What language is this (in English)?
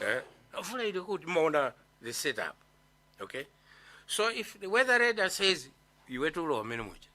Nyanja